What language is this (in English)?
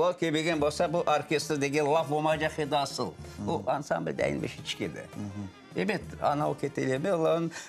Crimean Tatar